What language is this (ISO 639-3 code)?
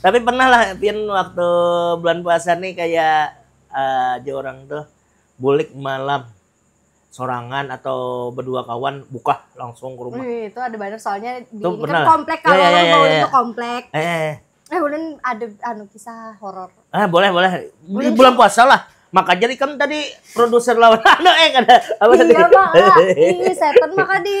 bjn